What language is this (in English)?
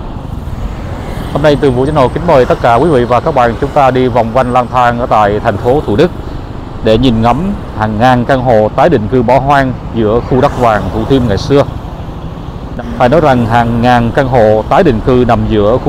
Vietnamese